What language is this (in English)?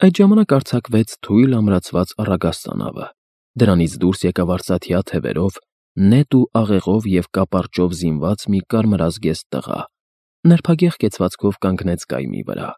Armenian